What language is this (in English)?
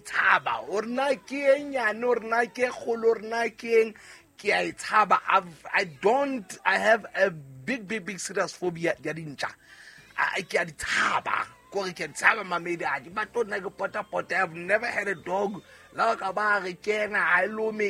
Southern Sotho